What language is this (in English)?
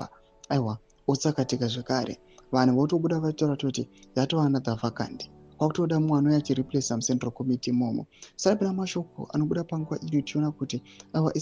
Shona